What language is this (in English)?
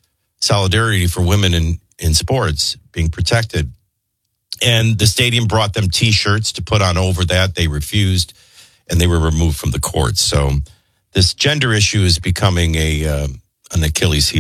English